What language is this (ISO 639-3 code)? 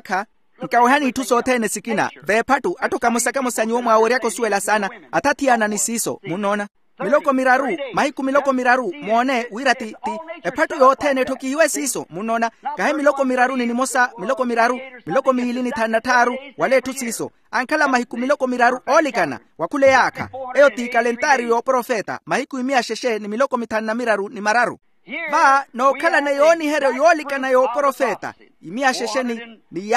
vmw